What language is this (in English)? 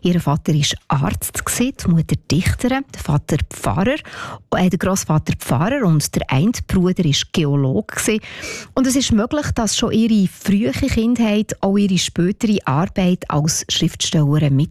German